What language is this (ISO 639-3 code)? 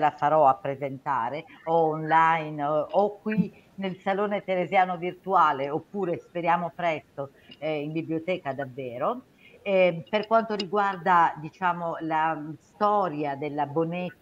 ita